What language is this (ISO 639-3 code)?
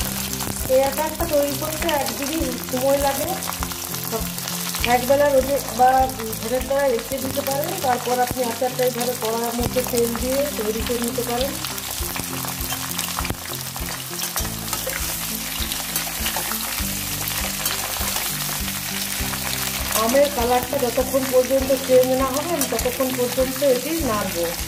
ben